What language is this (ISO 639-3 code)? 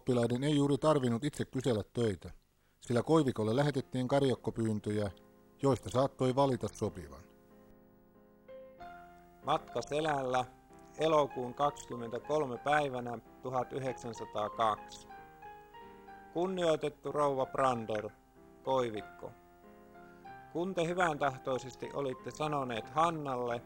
fin